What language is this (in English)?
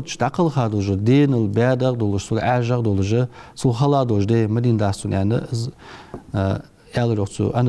Ingush